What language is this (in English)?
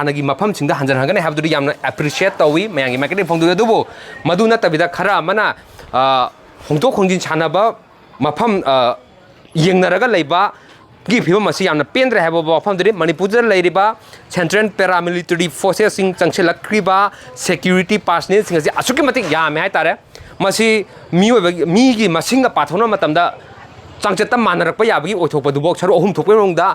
Manipuri